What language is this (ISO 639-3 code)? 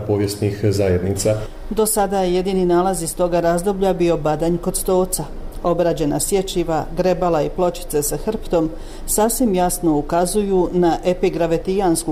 bos